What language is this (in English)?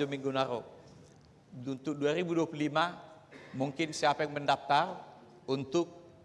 Batak Toba